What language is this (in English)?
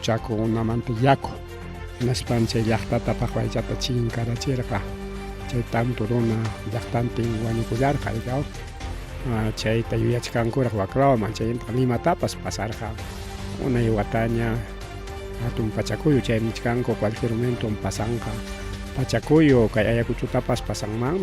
Ayacucho Quechua